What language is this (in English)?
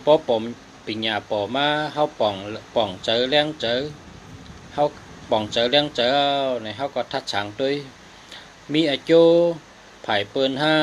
Shan